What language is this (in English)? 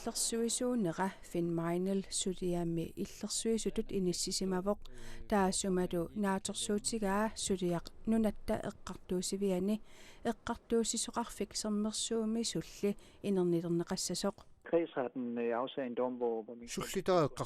Kalaallisut